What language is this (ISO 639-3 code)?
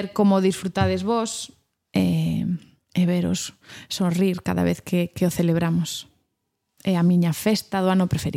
glg